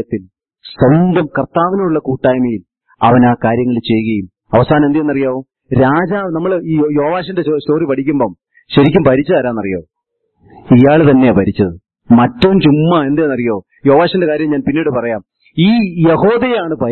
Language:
Malayalam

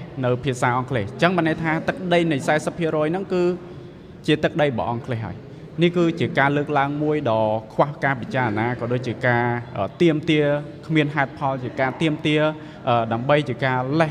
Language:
Khmer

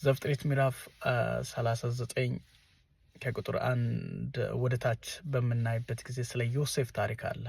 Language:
Amharic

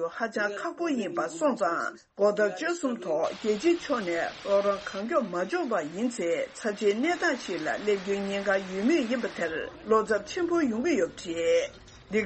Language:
Tibetan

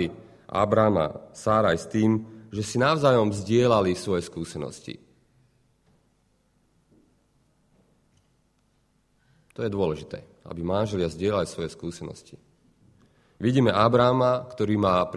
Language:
Slovak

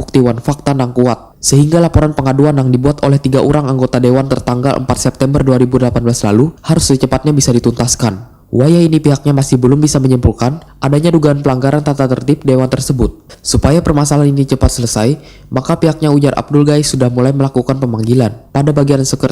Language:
Banjar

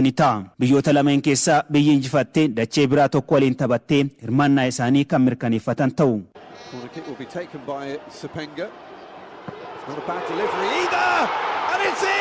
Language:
Oromo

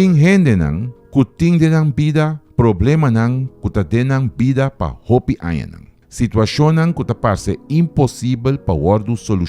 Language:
Papiamento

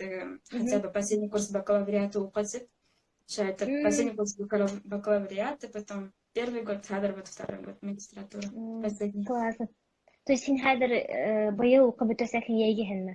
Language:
Bashkir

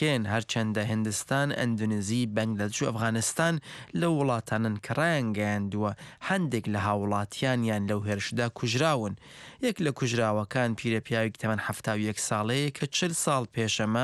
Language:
Central Kurdish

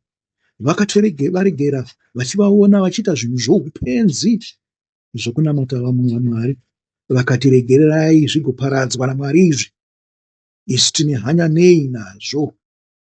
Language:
Shona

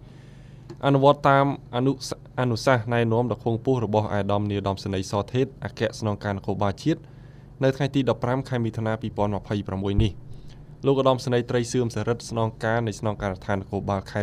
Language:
Khmer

